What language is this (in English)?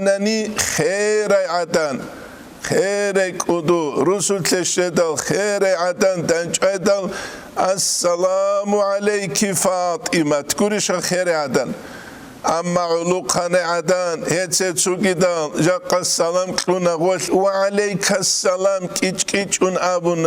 Avaric